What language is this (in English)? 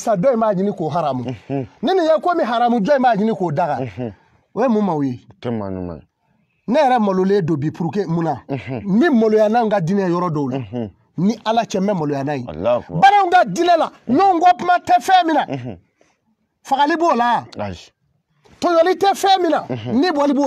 Bambara